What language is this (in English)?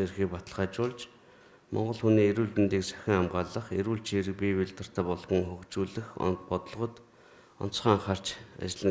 Mongolian